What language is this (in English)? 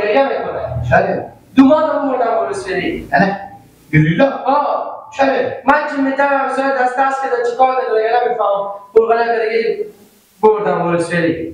Persian